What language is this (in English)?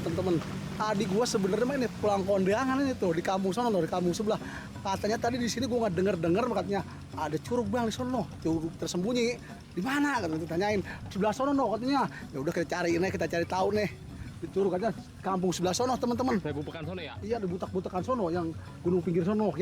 Betawi